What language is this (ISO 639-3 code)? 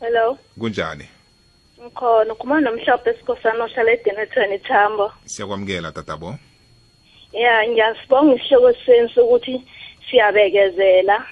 nbl